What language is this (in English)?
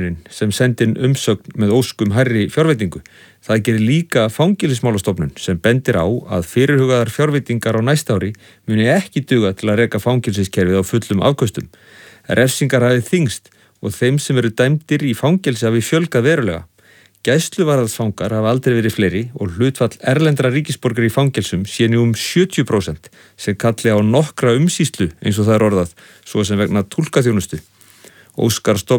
Icelandic